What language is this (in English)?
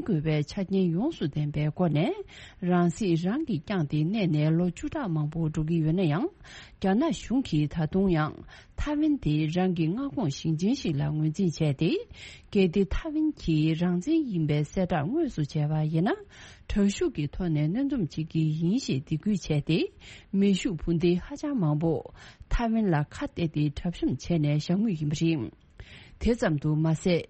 Tibetan